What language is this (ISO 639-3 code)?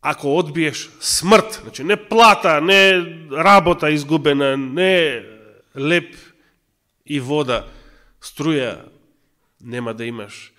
mkd